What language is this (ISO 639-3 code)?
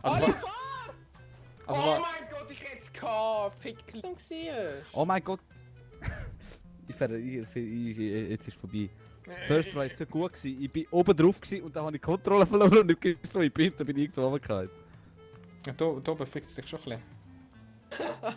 gsw